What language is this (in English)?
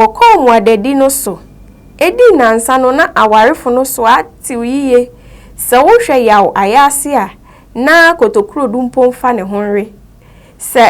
Akan